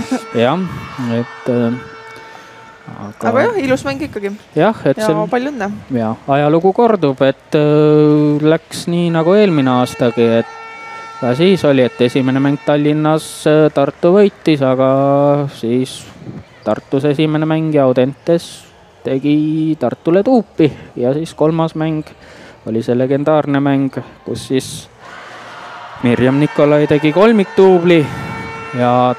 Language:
Estonian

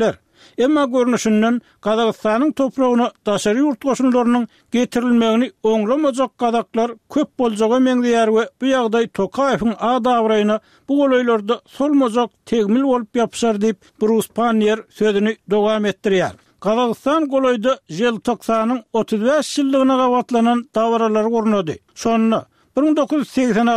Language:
Turkmen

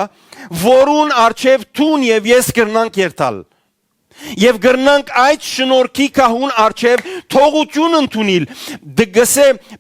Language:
Western Armenian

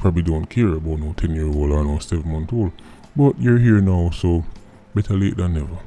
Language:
Jamaican Creole English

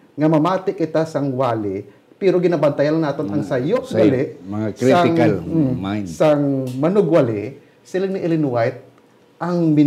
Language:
Hiligaynon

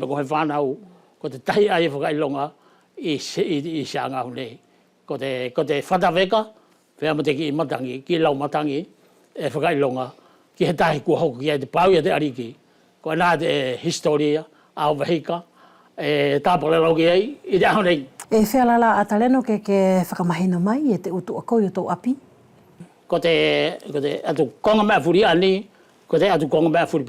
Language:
Wallisian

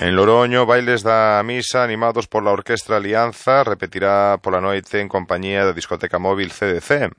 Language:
Galician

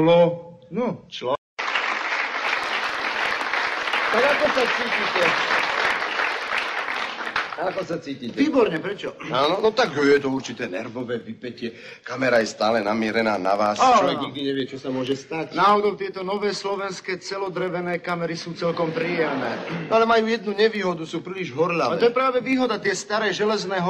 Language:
Slovak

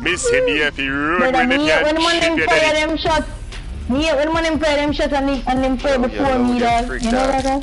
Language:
Jamaican Creole English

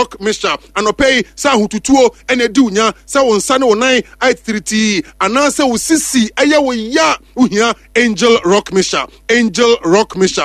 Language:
Akan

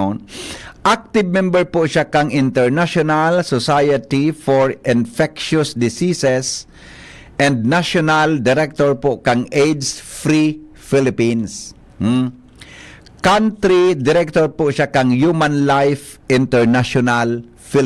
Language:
Bikol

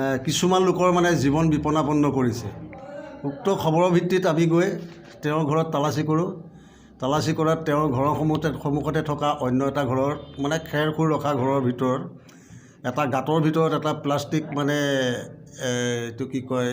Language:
Assamese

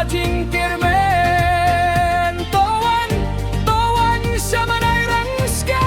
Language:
Khasi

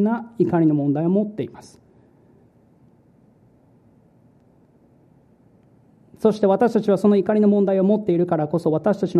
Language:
Japanese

